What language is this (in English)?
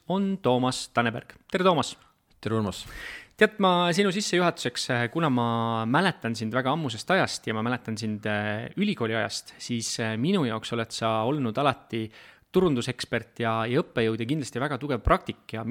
Estonian